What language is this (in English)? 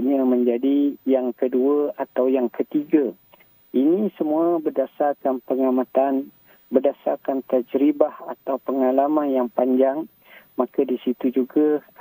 Malay